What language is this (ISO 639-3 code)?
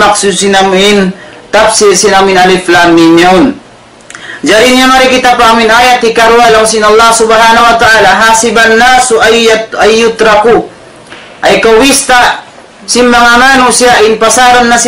tsg